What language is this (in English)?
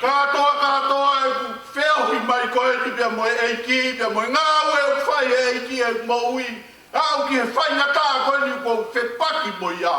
Tongan